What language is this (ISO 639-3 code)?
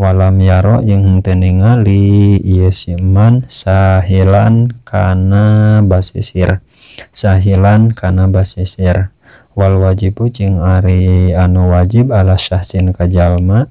sun